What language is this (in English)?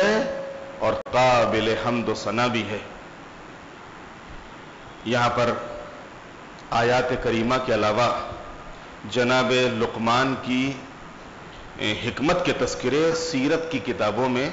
Urdu